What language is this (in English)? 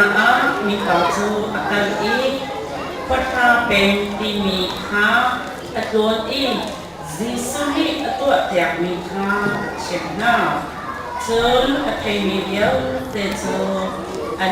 Hakha Chin